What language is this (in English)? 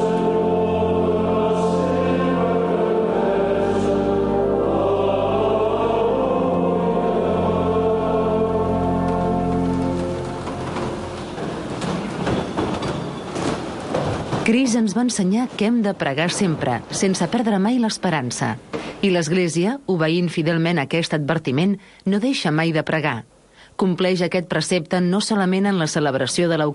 Catalan